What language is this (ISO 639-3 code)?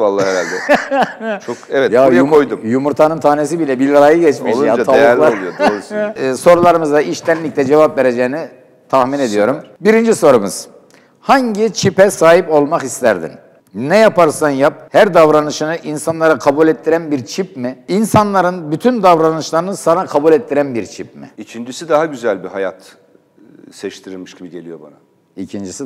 tur